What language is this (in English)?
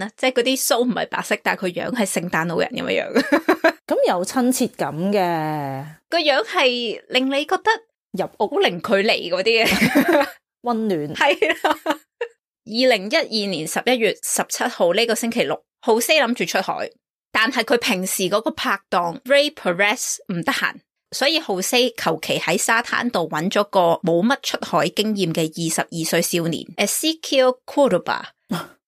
Cantonese